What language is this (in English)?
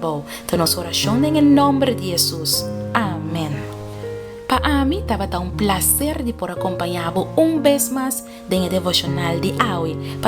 Papiamento